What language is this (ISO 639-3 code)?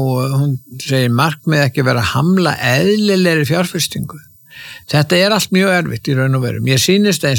isl